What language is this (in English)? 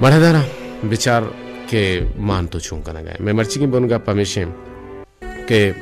Baluchi